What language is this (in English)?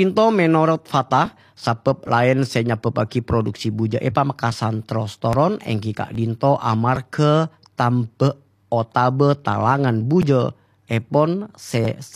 Madurese